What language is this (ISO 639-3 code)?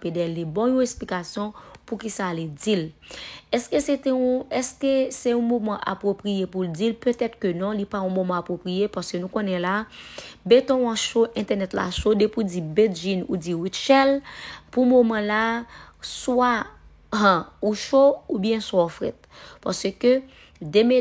hat